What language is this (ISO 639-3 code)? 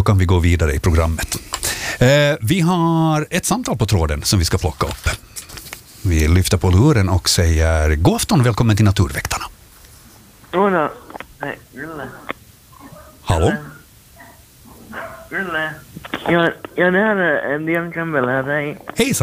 swe